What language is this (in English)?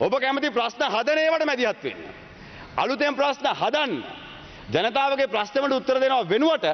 Sinhala